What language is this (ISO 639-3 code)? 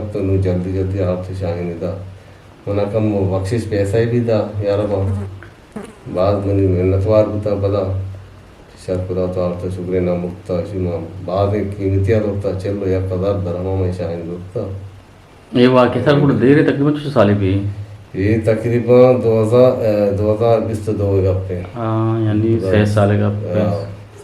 bgp